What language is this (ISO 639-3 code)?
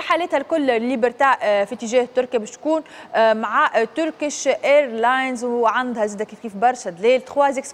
aeb